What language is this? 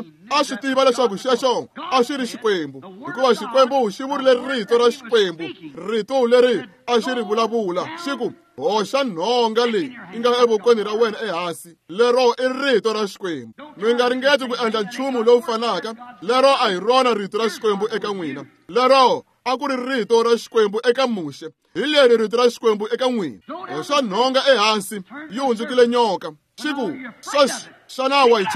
Tsonga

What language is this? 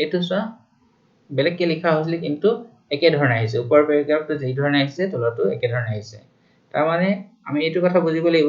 Assamese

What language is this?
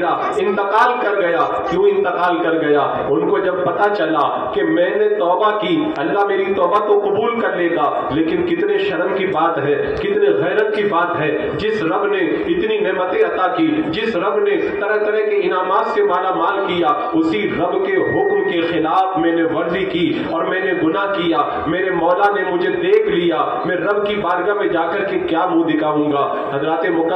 Urdu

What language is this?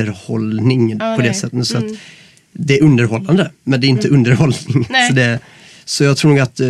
Swedish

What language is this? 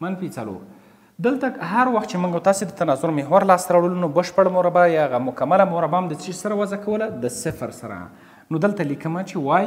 Pashto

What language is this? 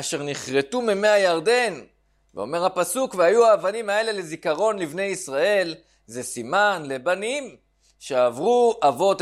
Hebrew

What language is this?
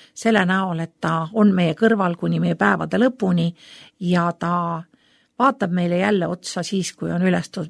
Estonian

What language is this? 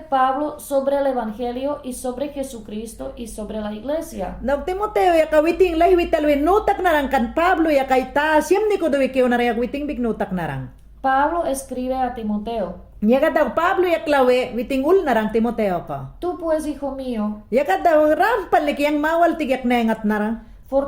Mayangna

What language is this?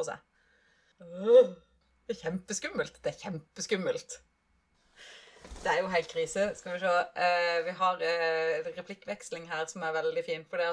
Norwegian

